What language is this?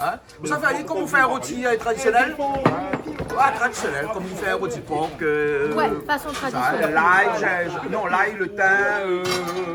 Réunion Creole French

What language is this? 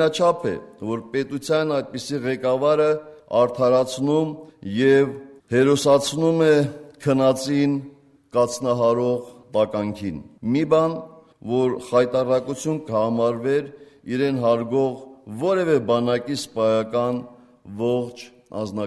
Armenian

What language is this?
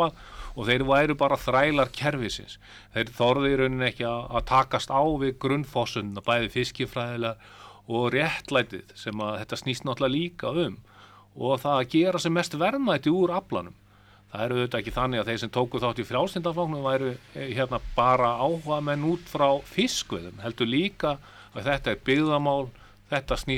Icelandic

